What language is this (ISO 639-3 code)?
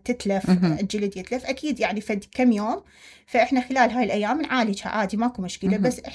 acm